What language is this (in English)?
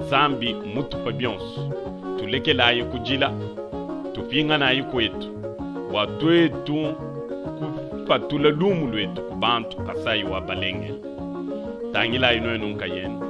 Luba-Lulua